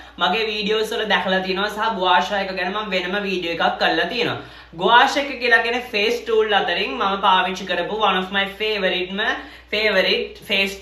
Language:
Sinhala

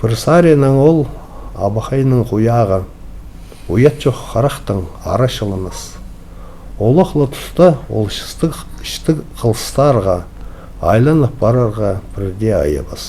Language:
Khakas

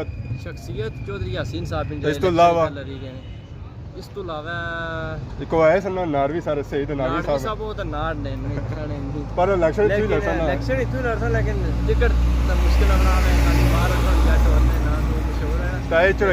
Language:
Pahari-Potwari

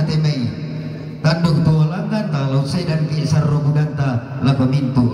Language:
Toraja-Sa'dan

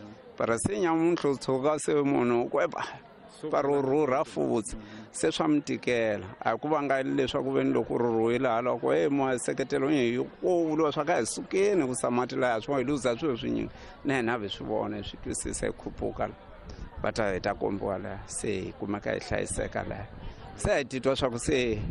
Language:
Tsonga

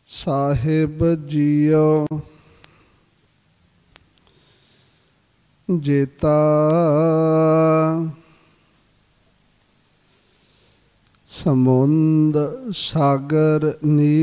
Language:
Punjabi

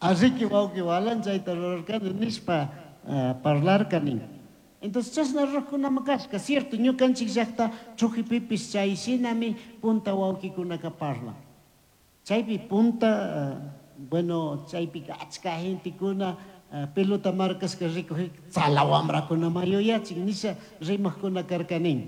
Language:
Chimborazo Highland Quichua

